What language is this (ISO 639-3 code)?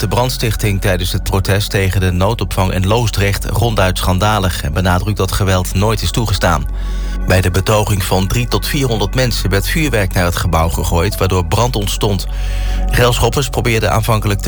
nld